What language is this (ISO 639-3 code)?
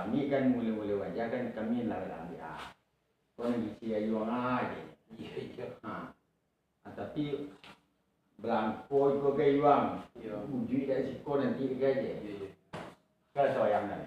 min